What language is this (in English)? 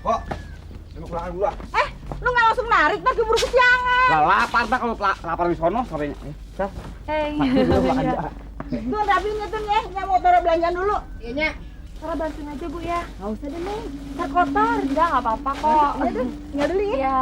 Betawi